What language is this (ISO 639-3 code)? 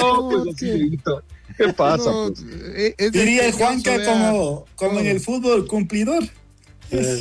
spa